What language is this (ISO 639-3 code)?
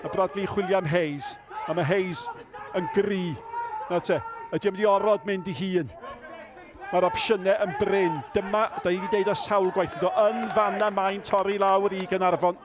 cym